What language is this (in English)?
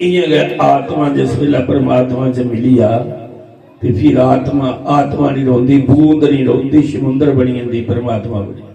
Dogri